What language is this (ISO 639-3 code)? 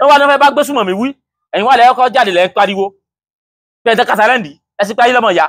yor